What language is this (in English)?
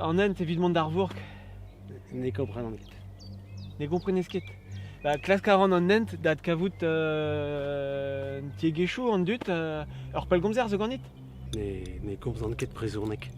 Breton